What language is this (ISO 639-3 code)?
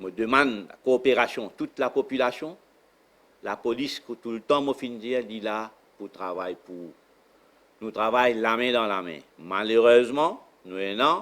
mfe